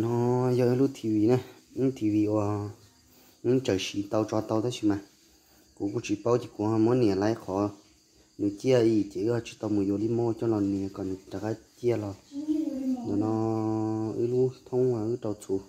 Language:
Hmong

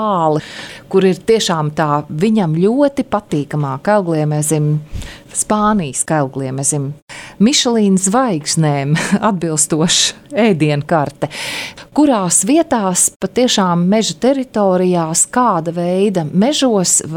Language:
Latvian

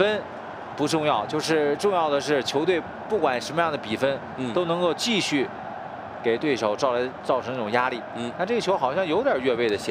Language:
Chinese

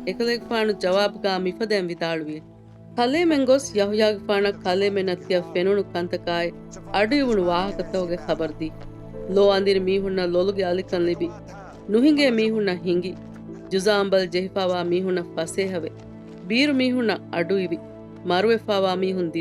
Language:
Divehi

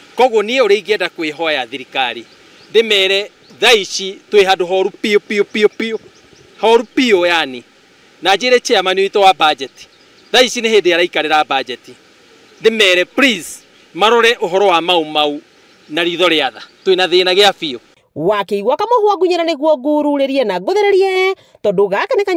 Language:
Kikuyu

